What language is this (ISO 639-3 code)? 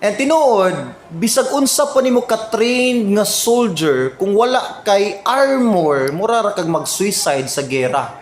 ceb